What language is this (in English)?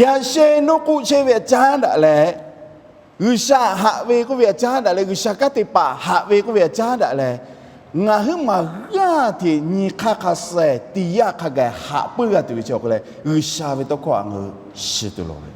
Lahu